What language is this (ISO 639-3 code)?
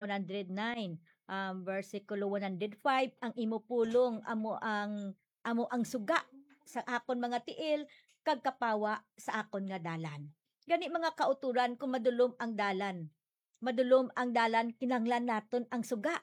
hil